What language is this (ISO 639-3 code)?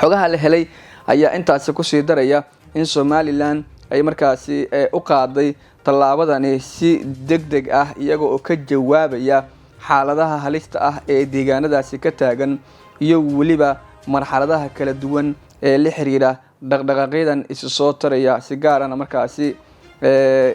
som